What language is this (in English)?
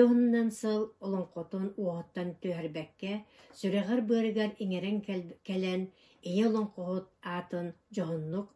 Yakut